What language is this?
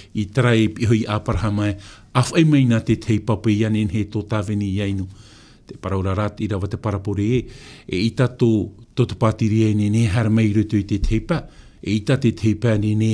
Tahitian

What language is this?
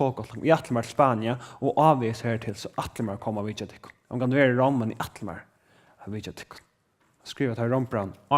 Faroese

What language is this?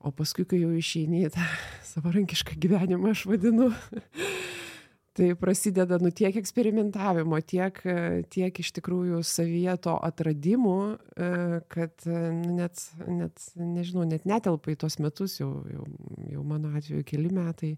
Lithuanian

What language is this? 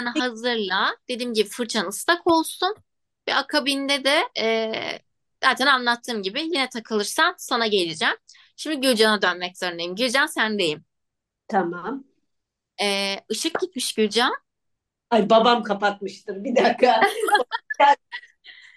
Turkish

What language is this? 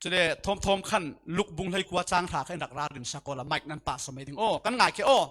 Falam Chin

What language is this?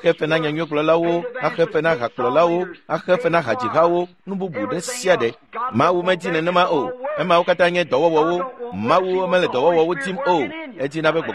Ewe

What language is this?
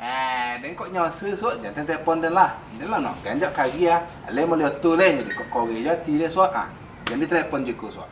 Minangkabau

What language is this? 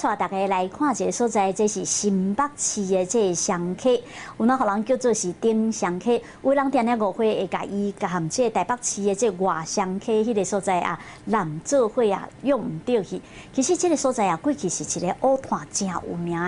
Min Nan Chinese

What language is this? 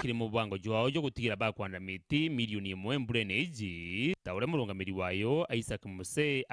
Meru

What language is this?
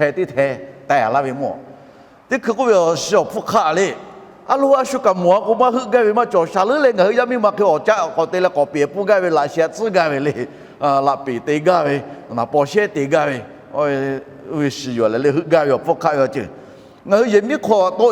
Lahu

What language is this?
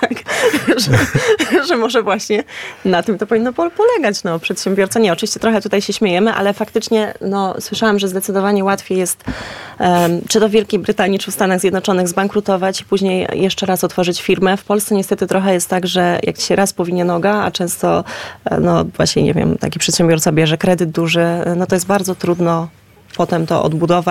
Polish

